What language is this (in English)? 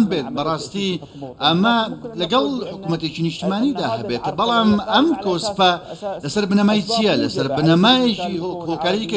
Central Kurdish